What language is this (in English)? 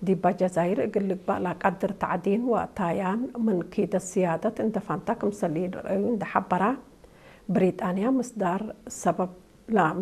Tigre